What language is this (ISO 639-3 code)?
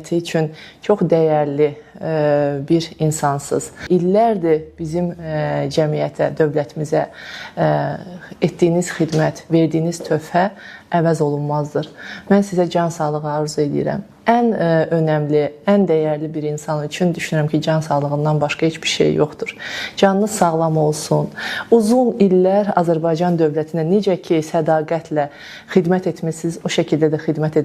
aze